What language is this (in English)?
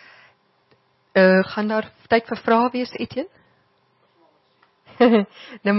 Afrikaans